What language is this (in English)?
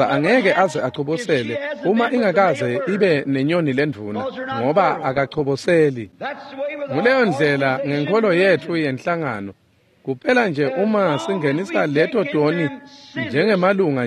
Swati